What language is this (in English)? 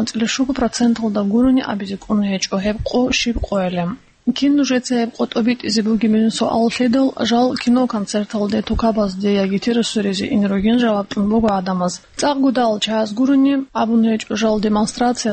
Avaric